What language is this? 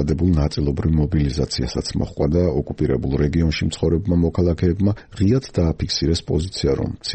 Georgian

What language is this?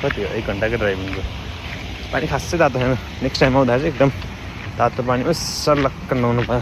Nepali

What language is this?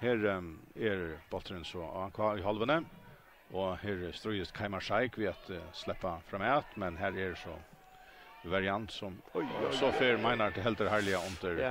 Faroese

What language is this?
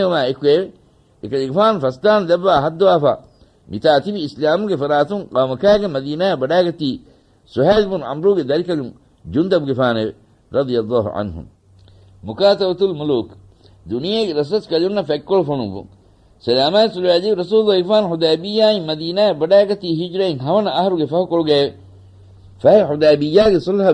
Divehi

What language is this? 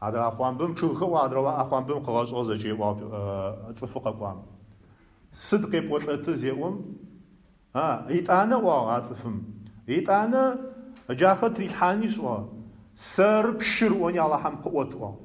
Adyghe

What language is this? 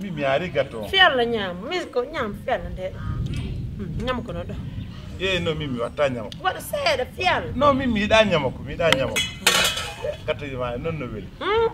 Pular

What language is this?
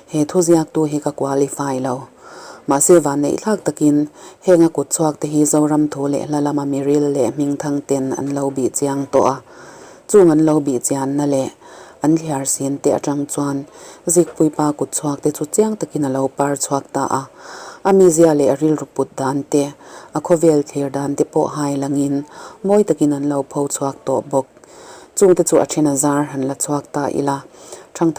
Mizo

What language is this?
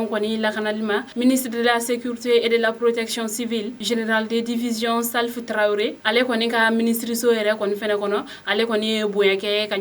Bambara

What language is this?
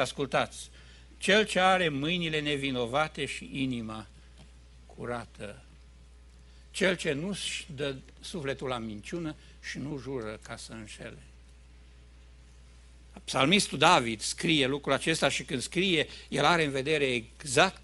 Romanian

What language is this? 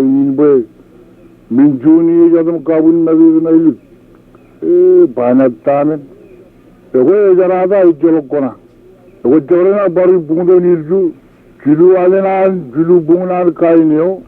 Marshallese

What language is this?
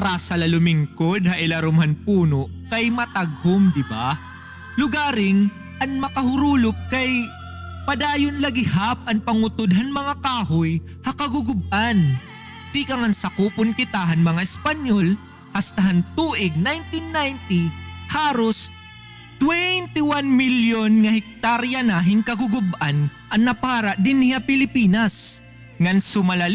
Waray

